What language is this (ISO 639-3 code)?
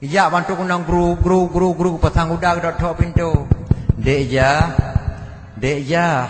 ace